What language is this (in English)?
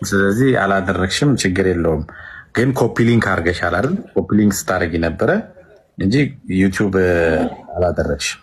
Amharic